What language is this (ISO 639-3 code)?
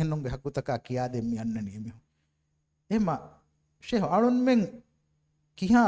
div